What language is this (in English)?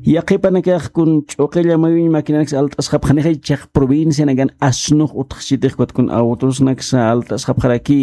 Aymara